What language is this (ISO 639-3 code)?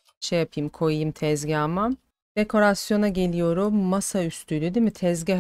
tur